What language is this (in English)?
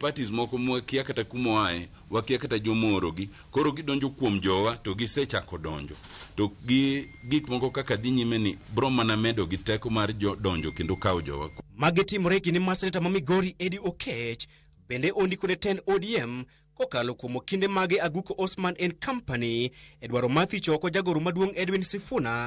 Luo (Kenya and Tanzania)